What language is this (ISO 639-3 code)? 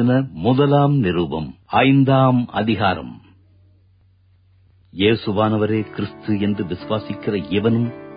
tam